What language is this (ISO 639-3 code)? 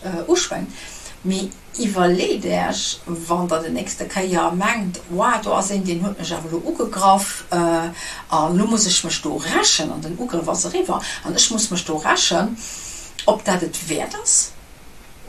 ltz